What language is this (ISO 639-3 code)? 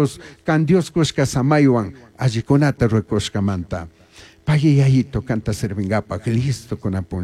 qug